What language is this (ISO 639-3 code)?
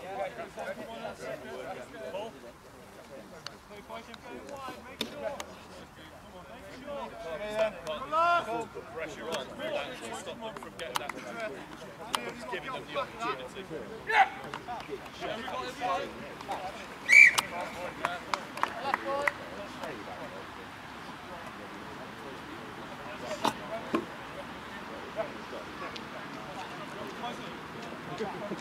eng